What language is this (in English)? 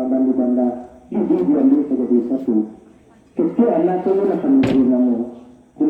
Minangkabau